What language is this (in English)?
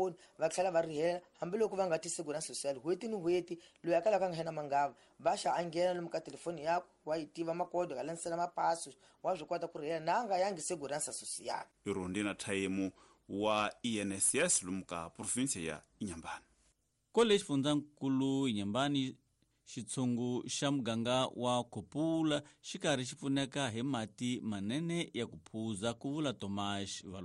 Tsonga